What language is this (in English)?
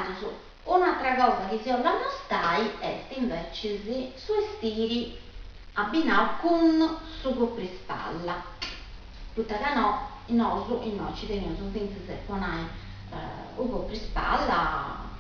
Sardinian